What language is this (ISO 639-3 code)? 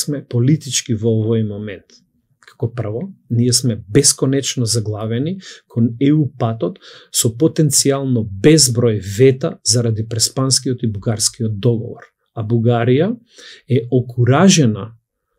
mkd